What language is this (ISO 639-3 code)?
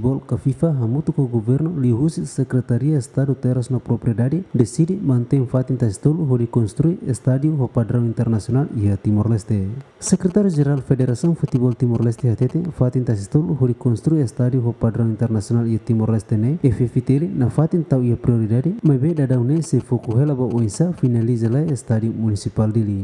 tet